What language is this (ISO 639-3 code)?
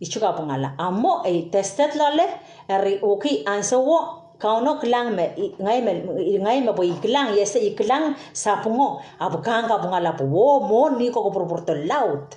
pon